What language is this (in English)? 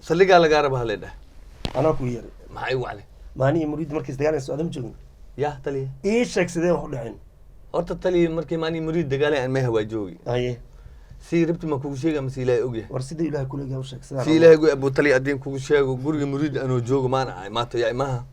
Somali